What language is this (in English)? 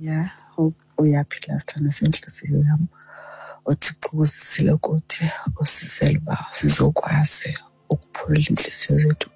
Xhosa